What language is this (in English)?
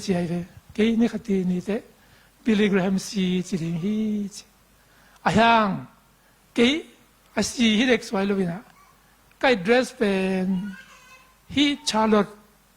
Tedim Chin